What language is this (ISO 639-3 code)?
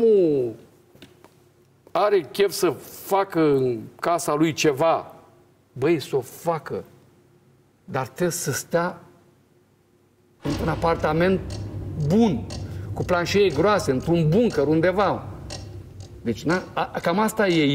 ron